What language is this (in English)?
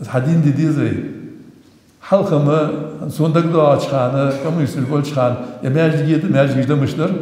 Ingush